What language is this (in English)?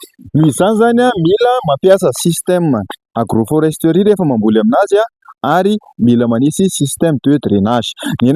Malagasy